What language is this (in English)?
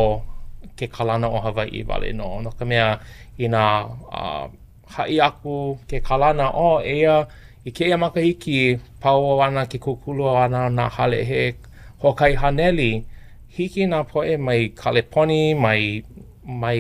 Hawaiian